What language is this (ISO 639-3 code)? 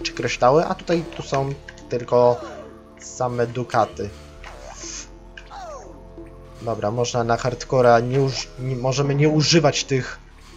pol